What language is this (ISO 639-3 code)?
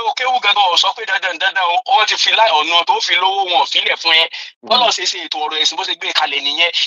yor